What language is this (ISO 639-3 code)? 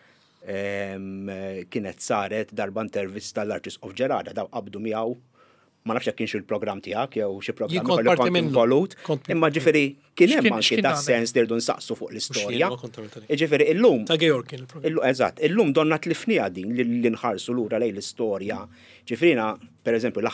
mlt